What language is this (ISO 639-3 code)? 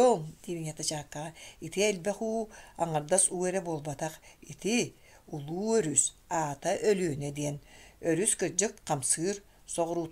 sah